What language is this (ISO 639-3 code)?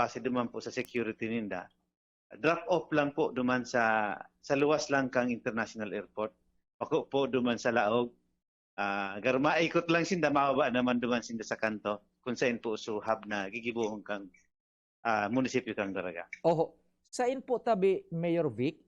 bik